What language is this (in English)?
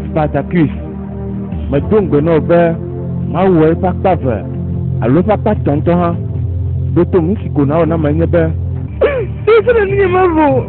Ewe